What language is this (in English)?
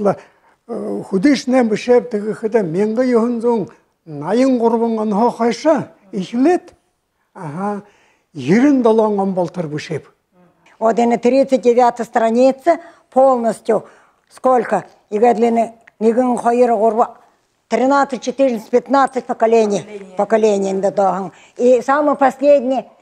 Buriat